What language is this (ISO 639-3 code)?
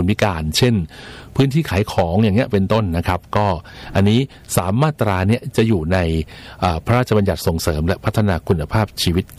tha